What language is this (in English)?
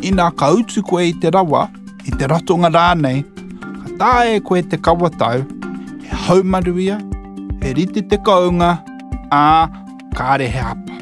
Māori